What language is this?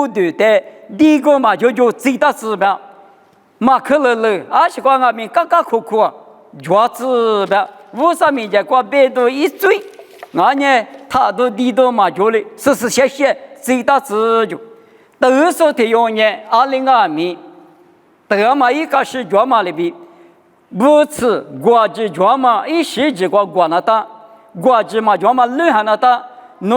Lisu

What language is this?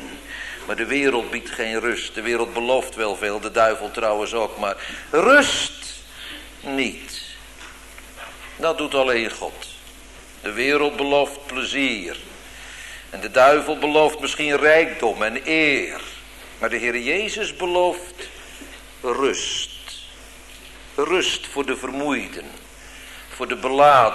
Dutch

